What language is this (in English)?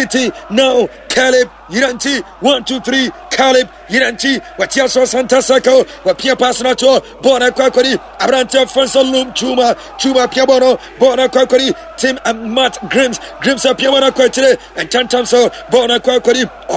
Akan